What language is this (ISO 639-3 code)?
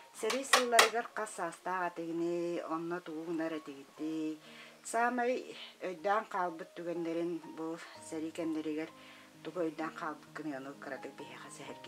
sah